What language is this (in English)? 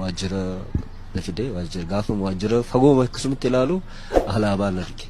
Oromo